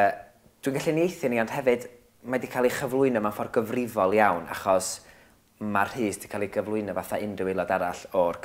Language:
Welsh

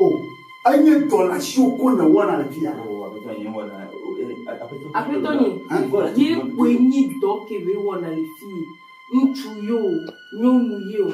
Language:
Ewe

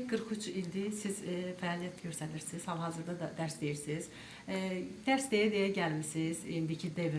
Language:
Azerbaijani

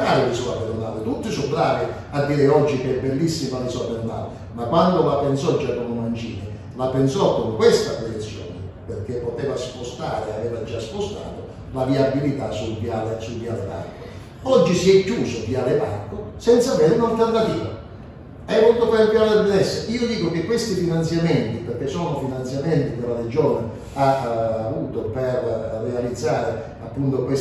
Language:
Italian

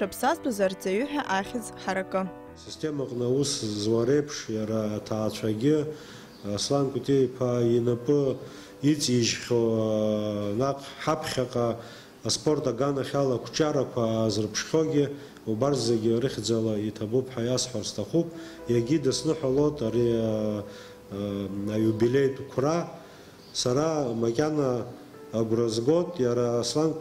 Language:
Abkhazian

